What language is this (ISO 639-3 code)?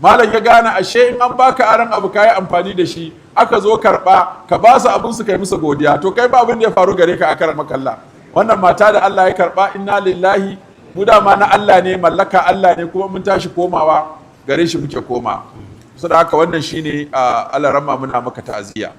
hau